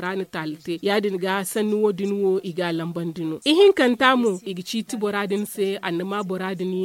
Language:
Zarma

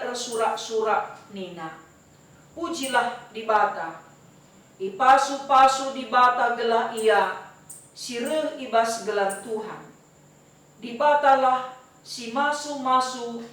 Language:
Batak Karo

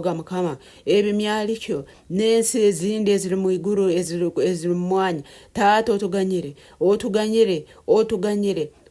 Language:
Nyoro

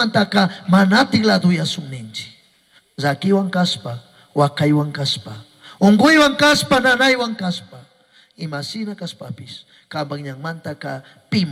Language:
Chimborazo Highland Quichua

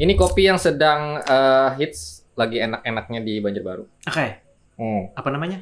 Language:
Banjar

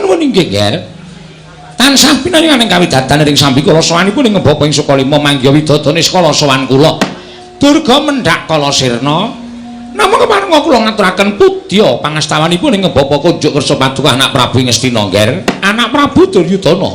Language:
Javanese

